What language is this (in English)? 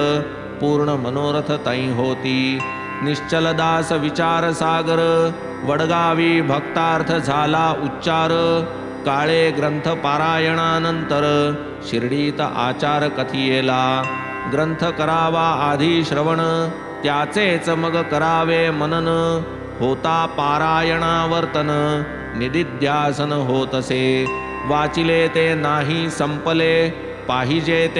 Marathi